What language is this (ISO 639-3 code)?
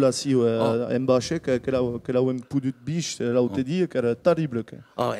oci